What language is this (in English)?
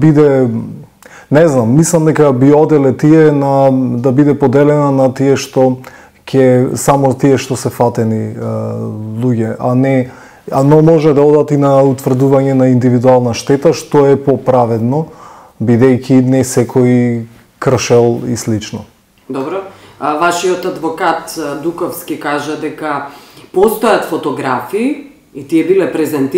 Macedonian